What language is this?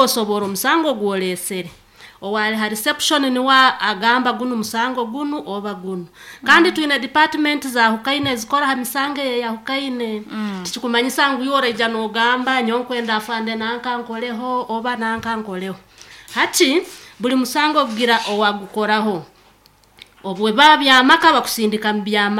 Nyankole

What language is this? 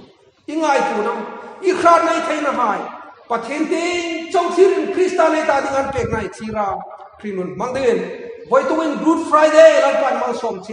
Hmar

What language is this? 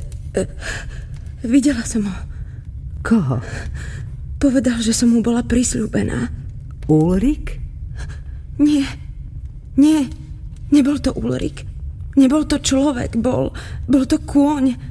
Slovak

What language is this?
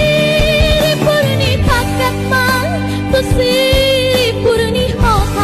Batak Toba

